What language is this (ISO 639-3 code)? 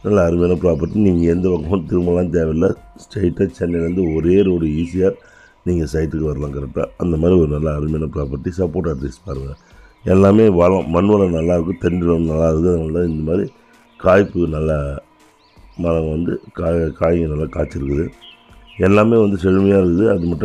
tam